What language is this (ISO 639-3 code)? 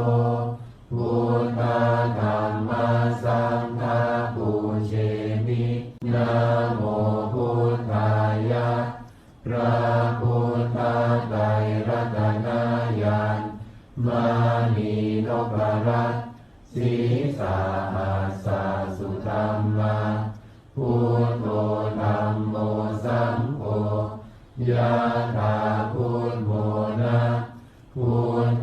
pli